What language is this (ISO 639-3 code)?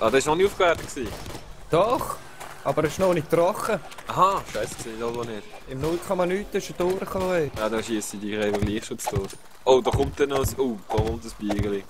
gsw